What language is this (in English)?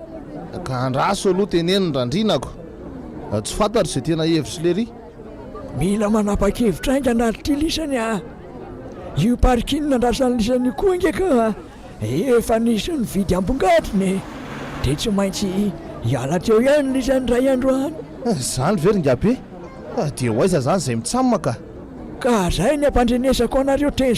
Malagasy